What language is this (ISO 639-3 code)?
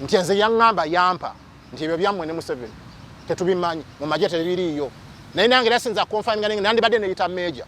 lug